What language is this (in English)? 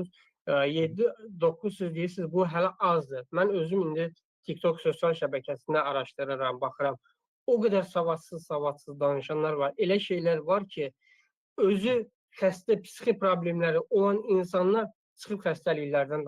Azerbaijani